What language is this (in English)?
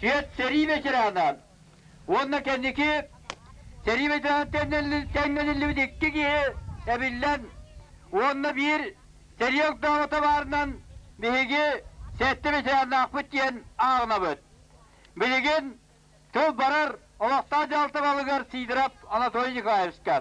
Yakut